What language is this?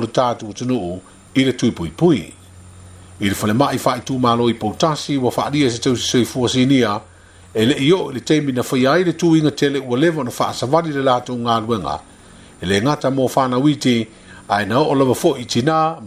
Samoan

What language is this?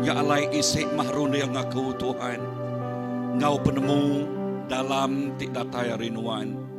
Iban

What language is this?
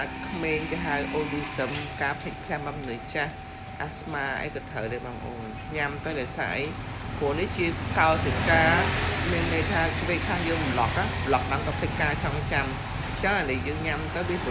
Khmer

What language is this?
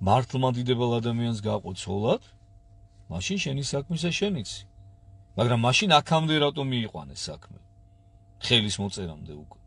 Georgian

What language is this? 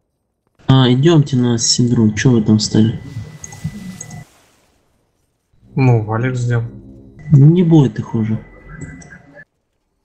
Russian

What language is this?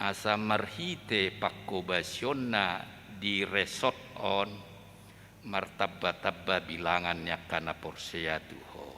Batak Toba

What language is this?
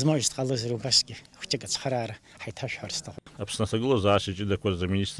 Abkhazian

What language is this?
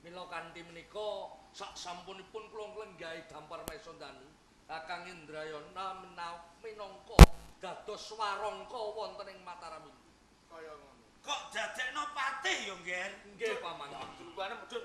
Javanese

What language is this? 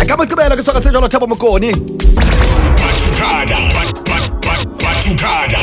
Southern Sotho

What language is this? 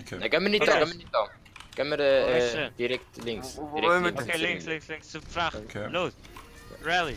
Swiss German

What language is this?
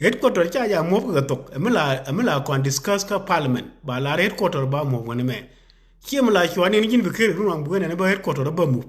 Nuer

